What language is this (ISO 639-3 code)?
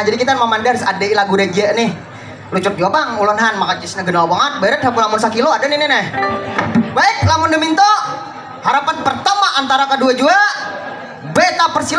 bjn